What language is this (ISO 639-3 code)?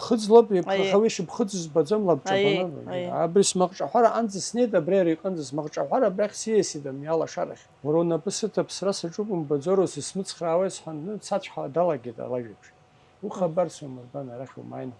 abk